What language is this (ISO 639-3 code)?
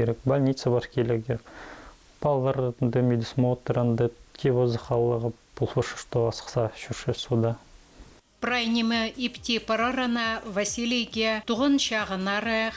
kjh